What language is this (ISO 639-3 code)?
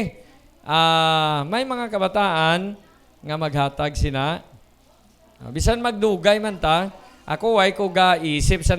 hil